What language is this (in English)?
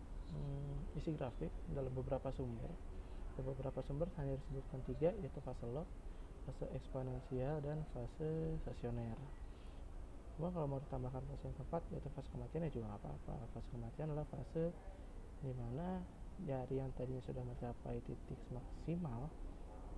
Indonesian